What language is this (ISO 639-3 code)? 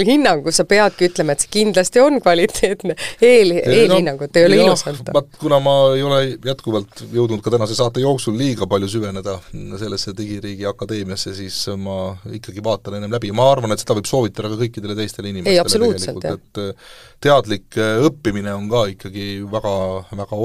est